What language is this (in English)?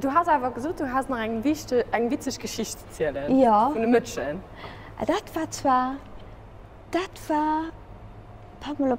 Luxembourgish